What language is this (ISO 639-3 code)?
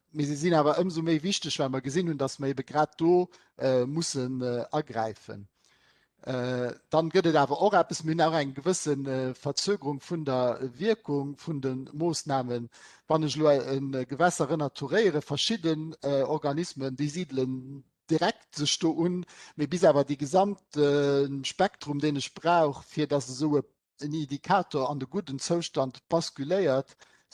ltz